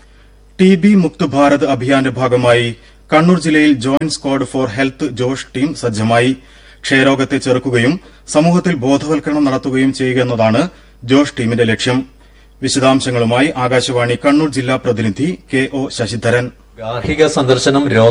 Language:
Malayalam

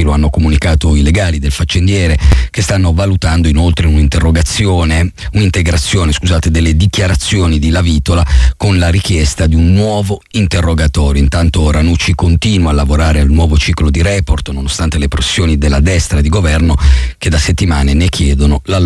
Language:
Italian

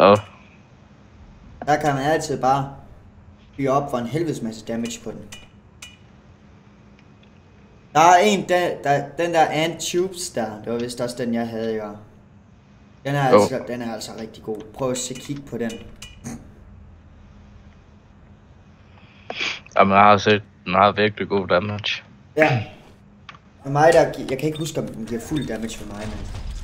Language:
Danish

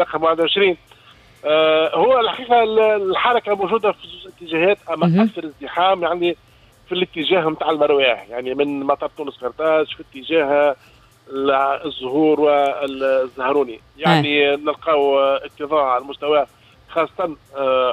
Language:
Tunisian Arabic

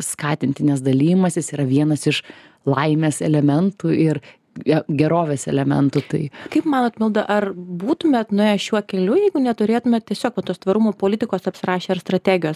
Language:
Lithuanian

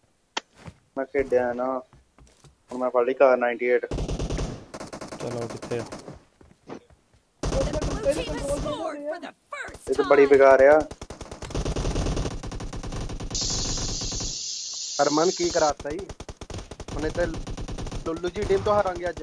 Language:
Punjabi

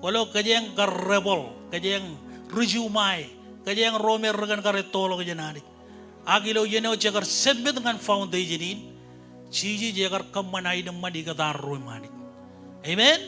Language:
Marshallese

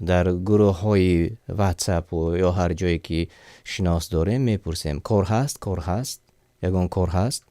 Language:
Tajik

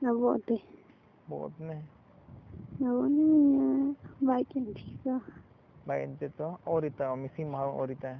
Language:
Tzotzil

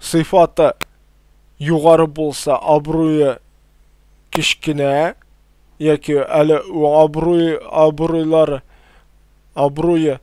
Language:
Tatar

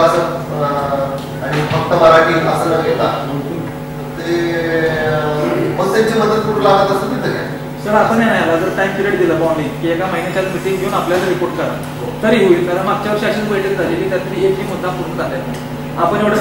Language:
Marathi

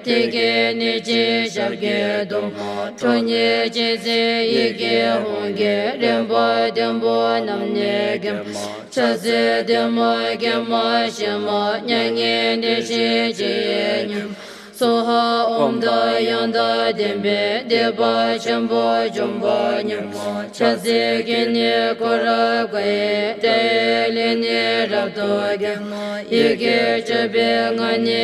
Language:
Classical Tibetan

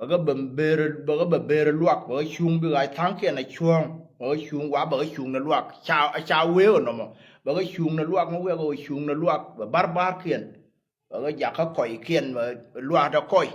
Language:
Nuer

